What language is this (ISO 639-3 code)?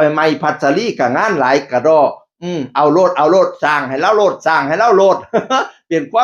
tts